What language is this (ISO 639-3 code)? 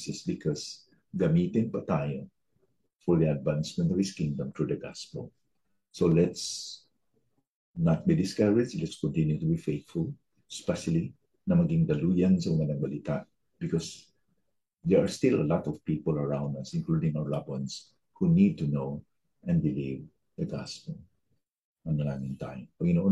fil